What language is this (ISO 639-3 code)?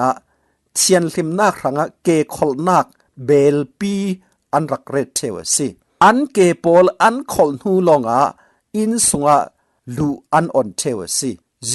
cfm